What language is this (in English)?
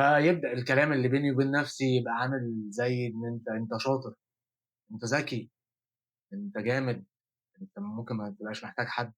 Egyptian Arabic